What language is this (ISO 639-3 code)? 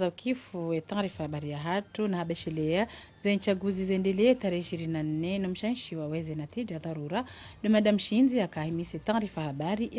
zdj